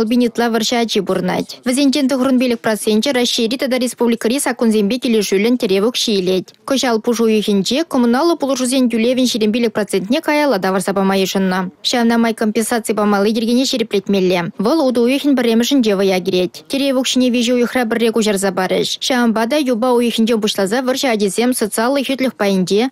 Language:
Chuvash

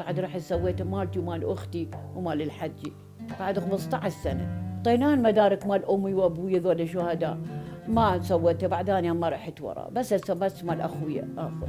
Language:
Mesopotamian Arabic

